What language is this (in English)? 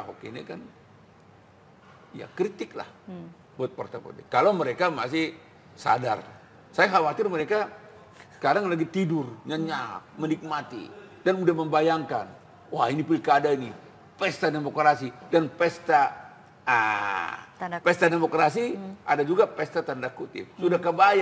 Indonesian